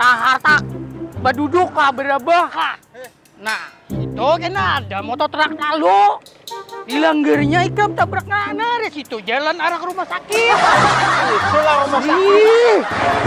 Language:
Banjar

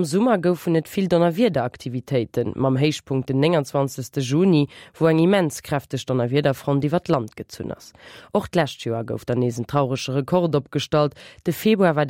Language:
Luxembourgish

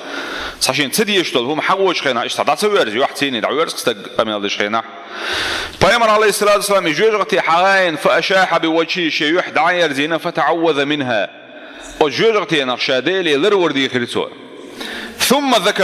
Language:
Chechen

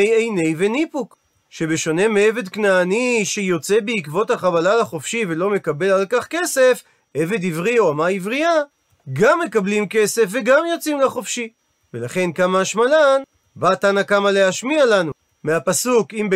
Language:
Hebrew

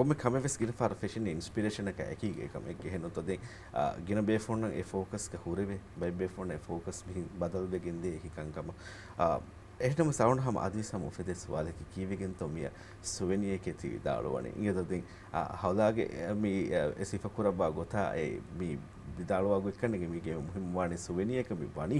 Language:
Divehi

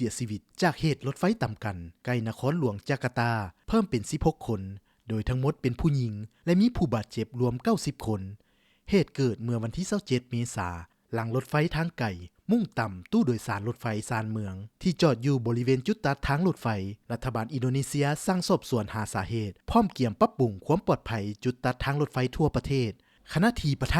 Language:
Lao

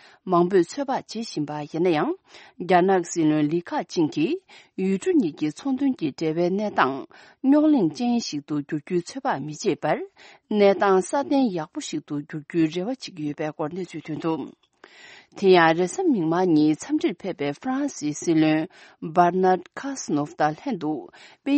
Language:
Tibetan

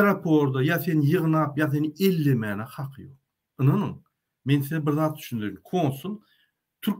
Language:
Turkmen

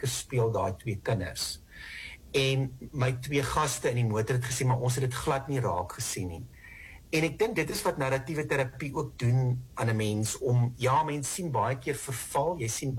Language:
Afrikaans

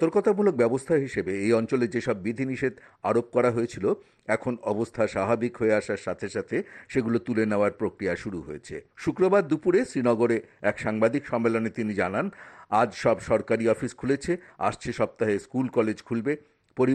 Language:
Bangla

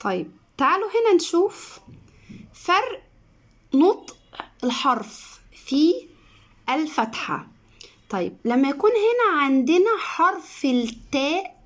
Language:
Egyptian Arabic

